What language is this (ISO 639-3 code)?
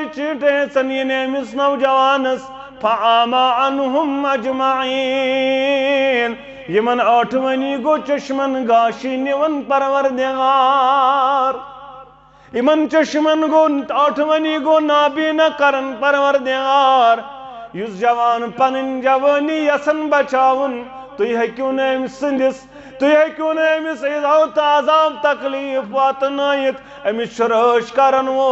kas